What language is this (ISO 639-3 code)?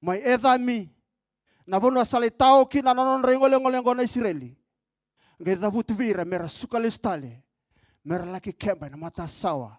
fij